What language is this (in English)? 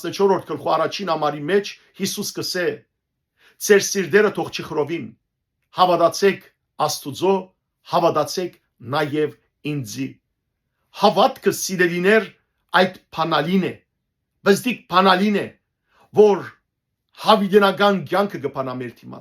Western Armenian